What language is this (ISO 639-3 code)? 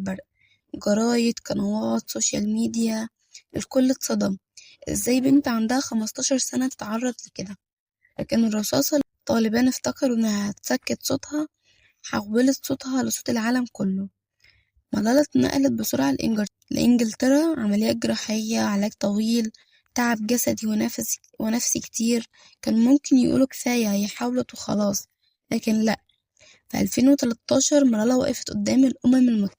arz